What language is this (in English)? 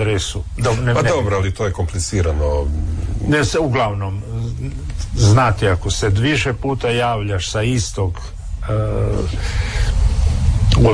Croatian